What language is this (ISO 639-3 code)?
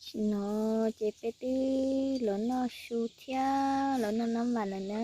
hmn